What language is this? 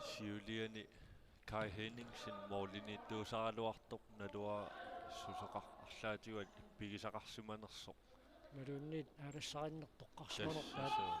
Kalaallisut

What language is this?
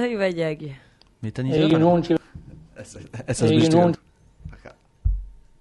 Basque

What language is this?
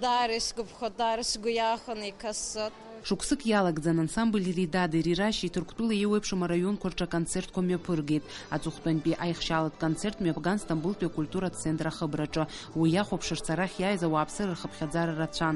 Abkhazian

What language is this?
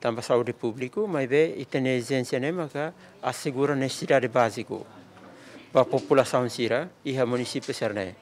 Tetum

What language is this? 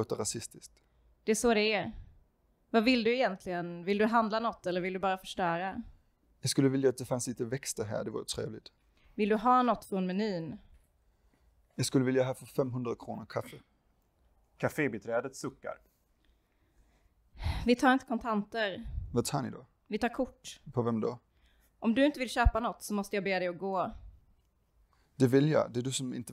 Swedish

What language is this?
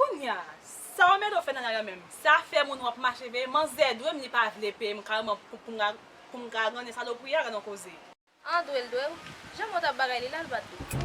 Haitian Creole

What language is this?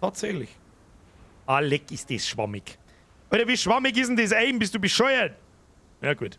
Bavarian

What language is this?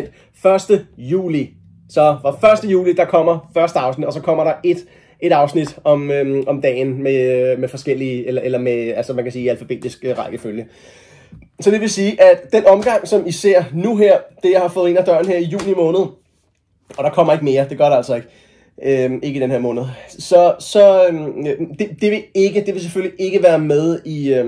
Danish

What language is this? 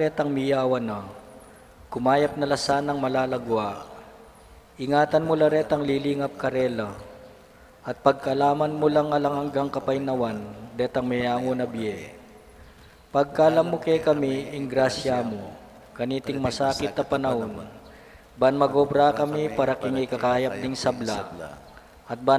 Pampanga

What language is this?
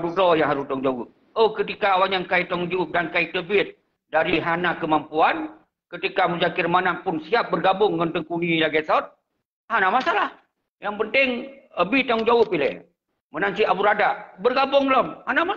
Achinese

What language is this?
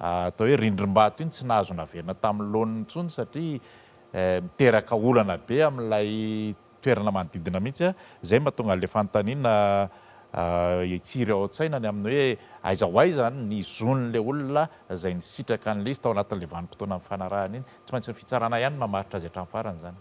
Malagasy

